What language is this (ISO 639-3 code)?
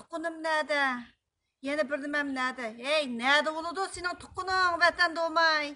uig